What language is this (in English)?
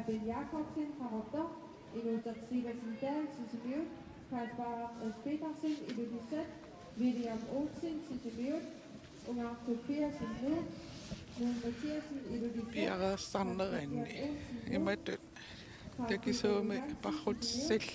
Kalaallisut